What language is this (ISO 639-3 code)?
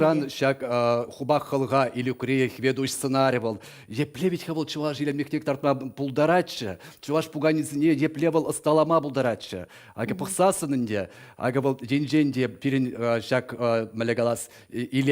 chv